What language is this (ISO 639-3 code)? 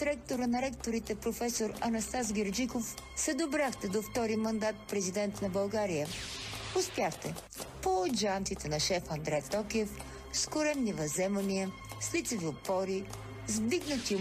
bul